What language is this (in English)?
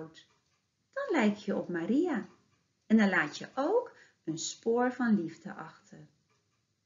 Dutch